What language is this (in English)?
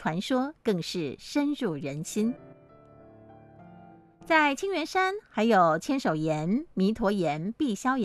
Chinese